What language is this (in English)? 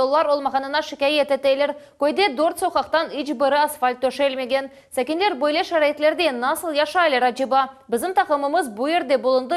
Crimean Tatar